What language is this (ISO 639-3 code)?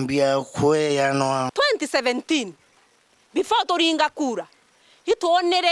mer